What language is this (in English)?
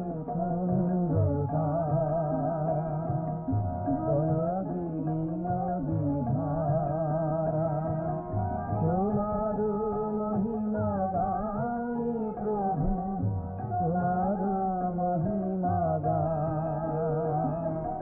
Bangla